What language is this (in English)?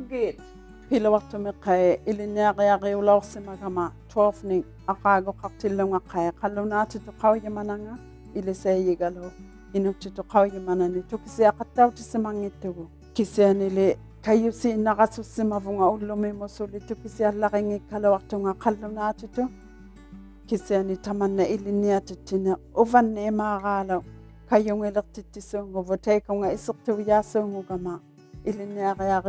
Inuktitut